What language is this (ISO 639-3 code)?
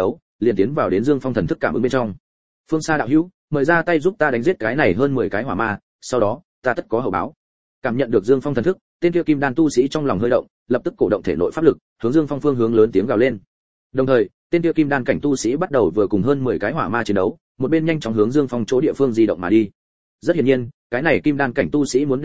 vie